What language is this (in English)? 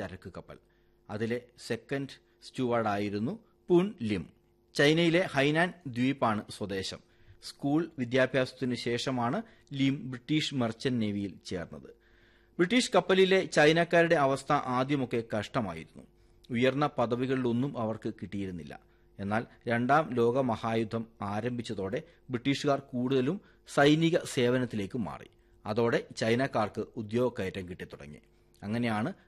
Malayalam